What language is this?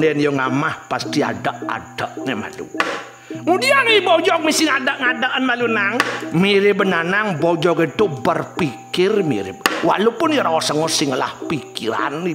Balinese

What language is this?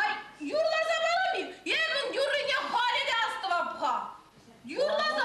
Chuvash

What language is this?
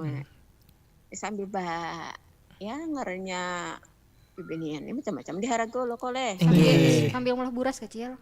Banjar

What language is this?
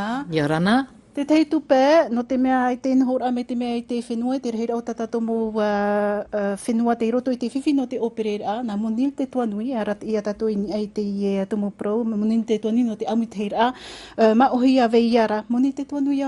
Tahitian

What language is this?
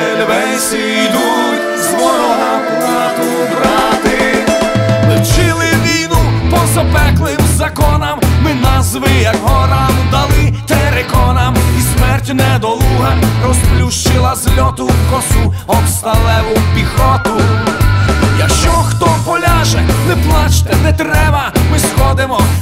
Ukrainian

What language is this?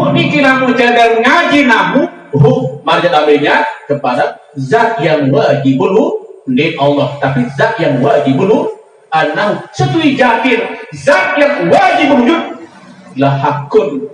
Sasak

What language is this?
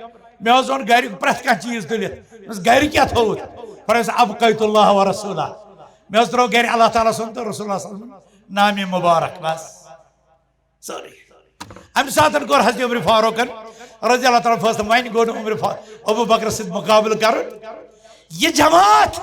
Kashmiri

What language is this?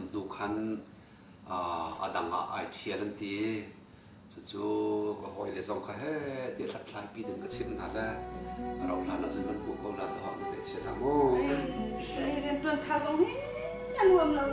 Hakha Chin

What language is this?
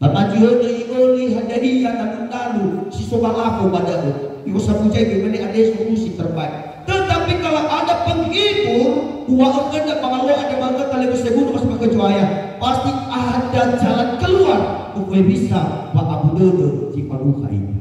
Nias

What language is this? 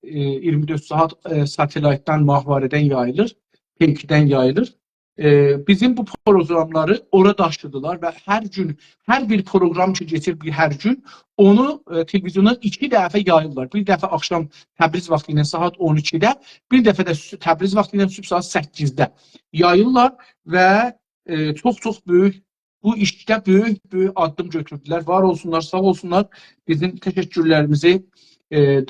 South Azerbaijani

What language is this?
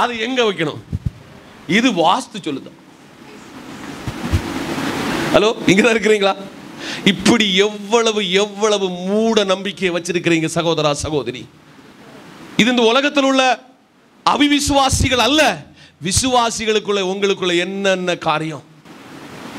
Tamil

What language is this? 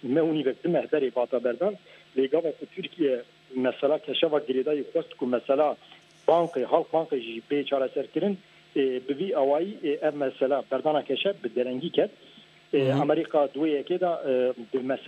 Kurdish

